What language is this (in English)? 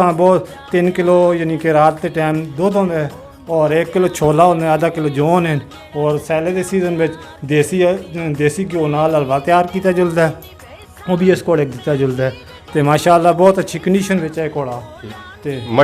Pahari-Potwari